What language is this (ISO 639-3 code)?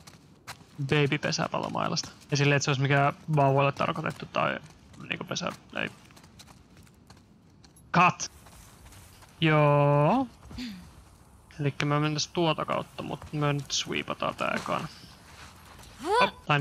fin